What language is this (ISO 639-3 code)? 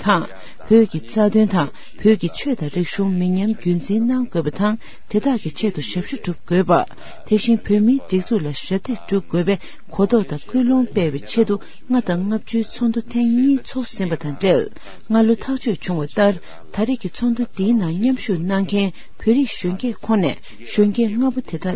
bod